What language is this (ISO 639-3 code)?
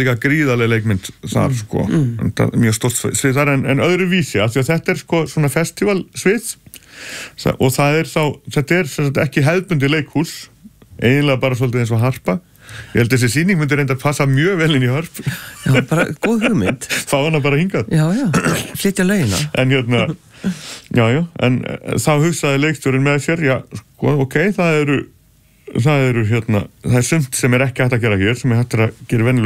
isl